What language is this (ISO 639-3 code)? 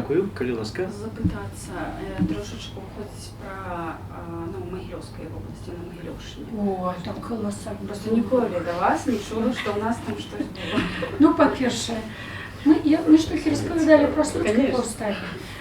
bel